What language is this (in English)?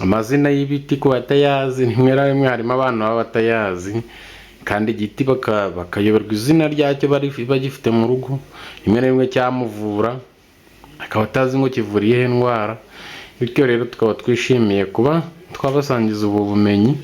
Kinyarwanda